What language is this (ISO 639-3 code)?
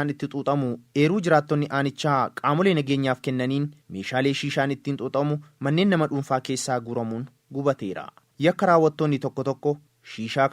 orm